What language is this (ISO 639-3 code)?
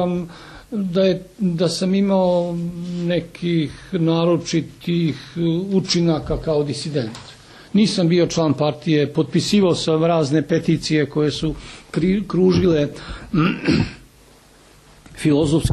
srp